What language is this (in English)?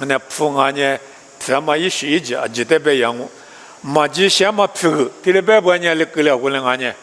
Lisu